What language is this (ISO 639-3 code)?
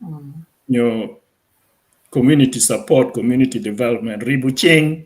ach